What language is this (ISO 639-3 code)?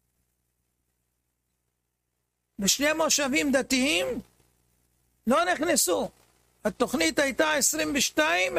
heb